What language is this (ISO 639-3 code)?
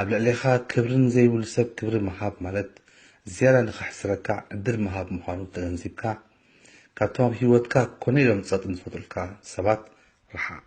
tir